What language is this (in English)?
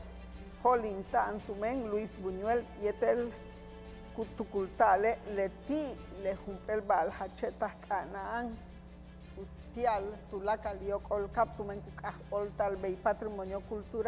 Yucateco